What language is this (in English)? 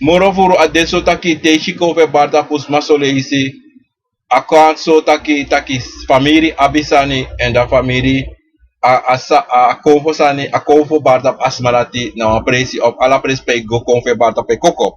Sranan Tongo